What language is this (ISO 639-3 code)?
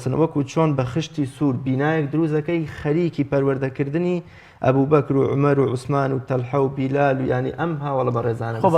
ckb